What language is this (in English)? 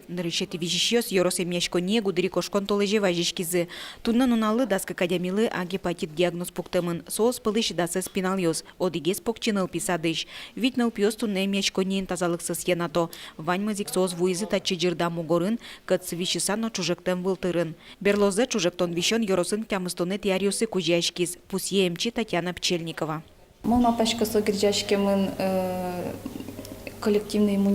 Udmurt